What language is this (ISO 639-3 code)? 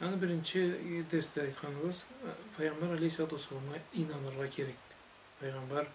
krc